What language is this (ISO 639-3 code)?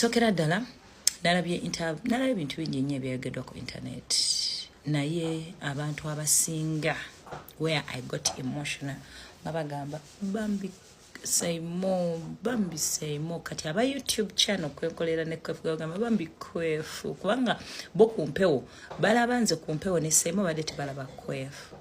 lug